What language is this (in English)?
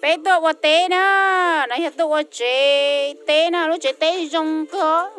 Hmong